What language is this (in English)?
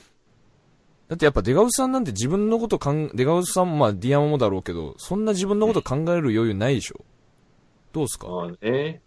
Japanese